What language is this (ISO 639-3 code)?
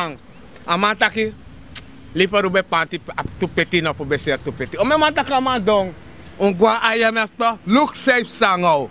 srn